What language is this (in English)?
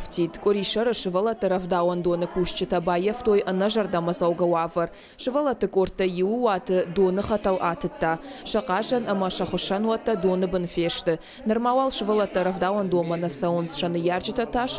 Ossetic